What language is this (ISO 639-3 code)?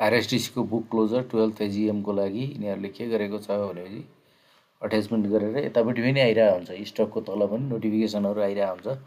nep